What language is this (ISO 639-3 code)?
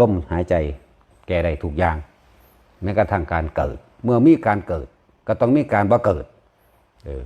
tts